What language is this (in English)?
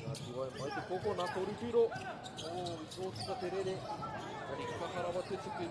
Māori